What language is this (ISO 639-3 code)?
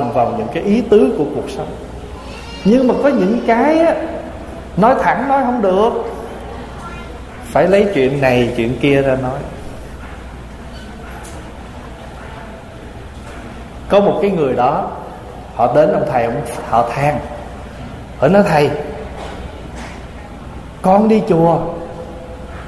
vie